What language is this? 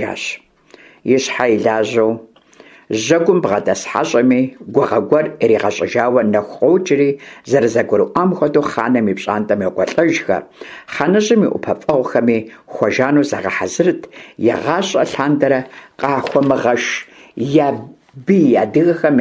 Kabardian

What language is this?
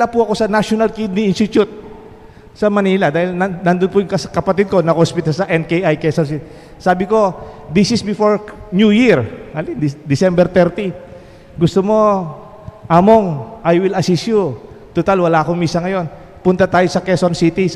Pampanga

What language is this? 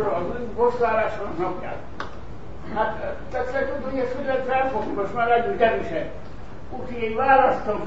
Hungarian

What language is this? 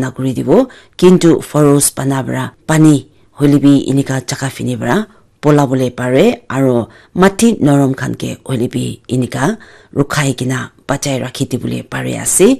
Naga Pidgin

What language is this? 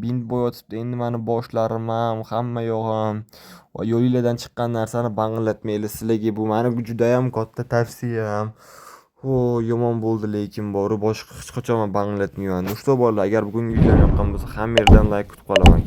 Uzbek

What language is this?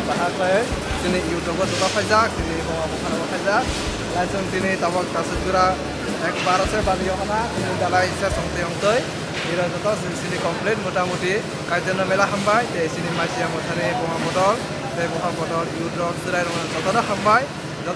Kok Borok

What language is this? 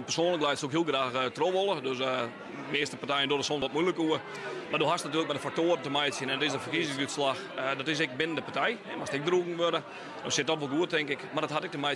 Western Frisian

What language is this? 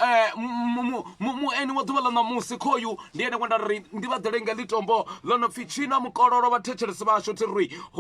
Venda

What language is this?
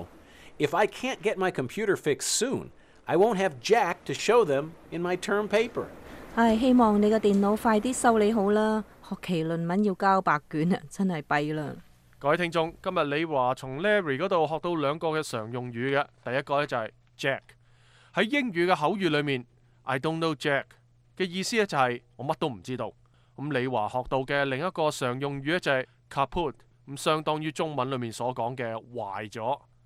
Cantonese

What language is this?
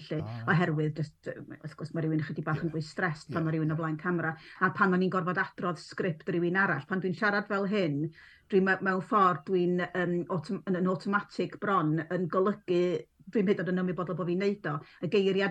Welsh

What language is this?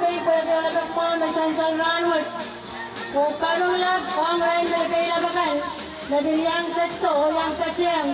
Pohnpeian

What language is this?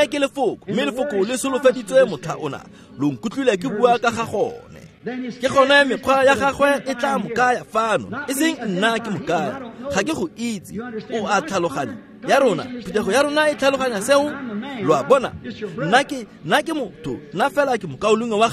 Tswana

